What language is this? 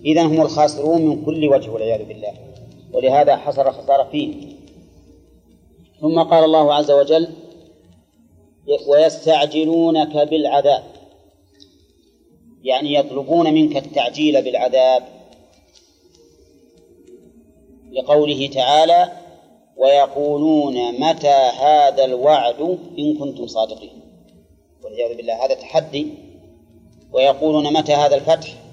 Arabic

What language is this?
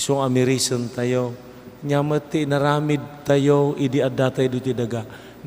Iloko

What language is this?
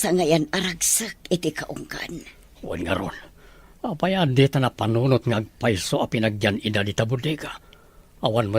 Iloko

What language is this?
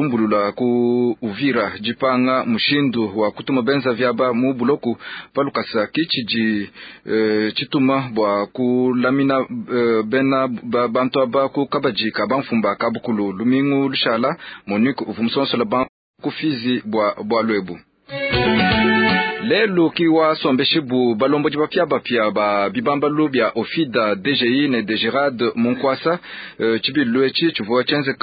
Luba-Lulua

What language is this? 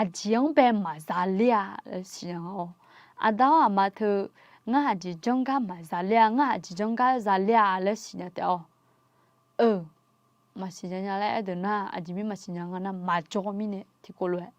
Akha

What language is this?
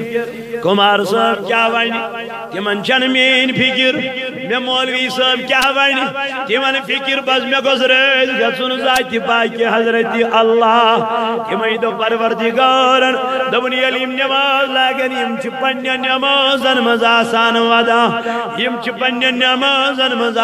Kashmiri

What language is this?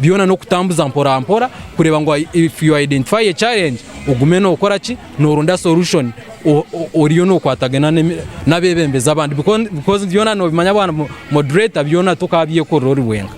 Nyankole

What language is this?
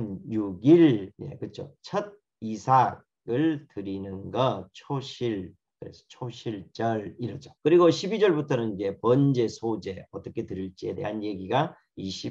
Korean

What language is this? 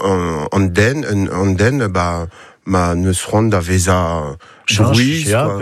Breton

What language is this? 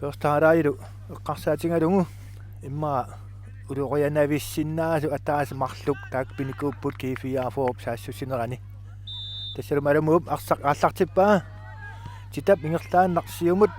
Kalaallisut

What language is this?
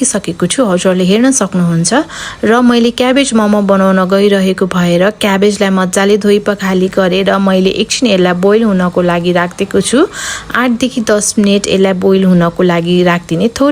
Nepali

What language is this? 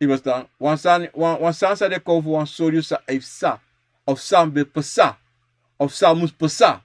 Sranan Tongo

